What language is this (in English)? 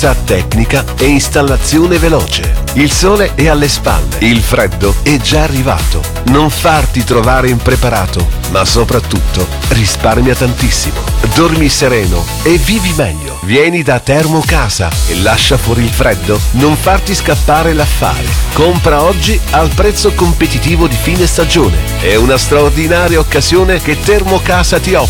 Italian